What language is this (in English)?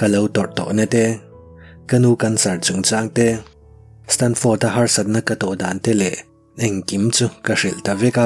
Mizo